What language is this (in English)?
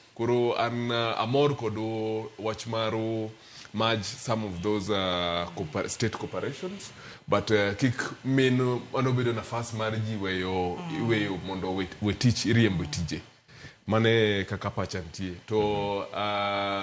Luo (Kenya and Tanzania)